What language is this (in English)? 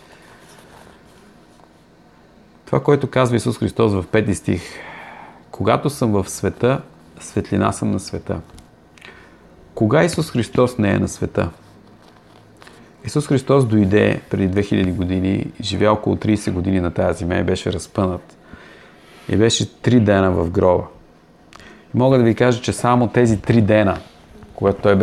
Bulgarian